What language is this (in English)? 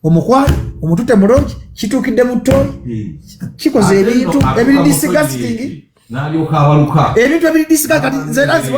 Ganda